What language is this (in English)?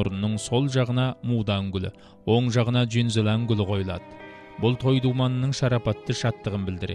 Kazakh